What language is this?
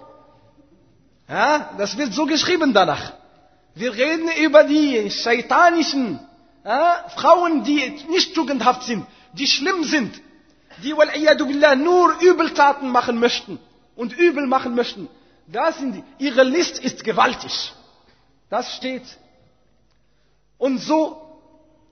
German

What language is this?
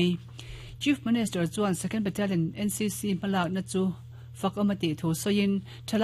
Mizo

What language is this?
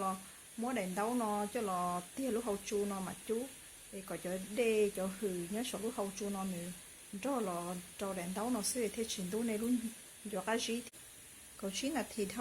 Hmong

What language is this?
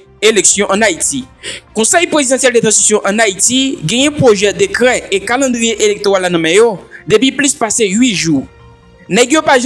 Haitian Creole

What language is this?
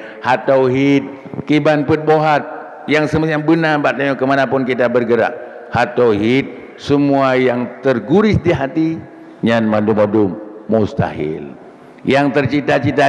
Achinese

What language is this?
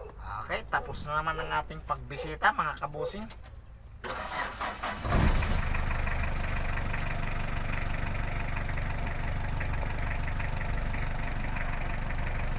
Filipino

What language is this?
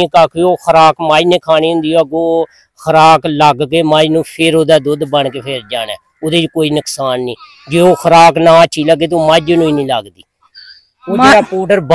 Punjabi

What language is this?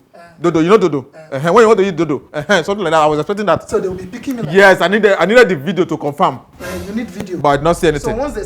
Nigerian Pidgin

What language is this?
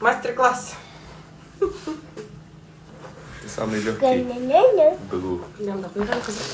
Tatar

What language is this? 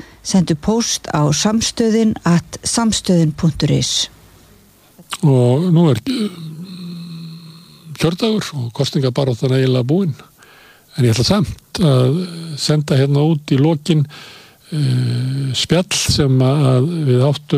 Icelandic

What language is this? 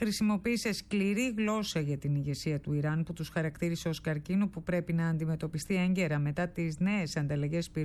Greek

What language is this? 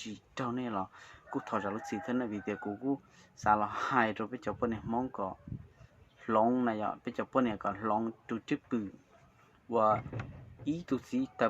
Hmong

